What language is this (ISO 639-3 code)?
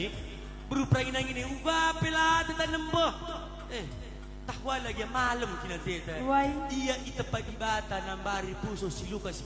btx